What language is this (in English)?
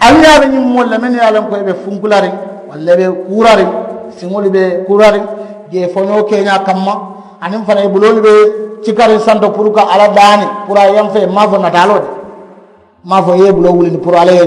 Mandingo